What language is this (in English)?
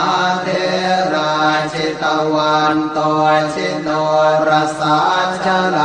Pali